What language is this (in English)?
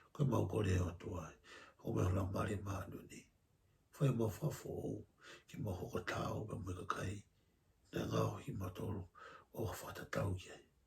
Tongan